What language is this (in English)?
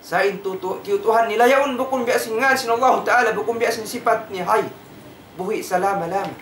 Tausug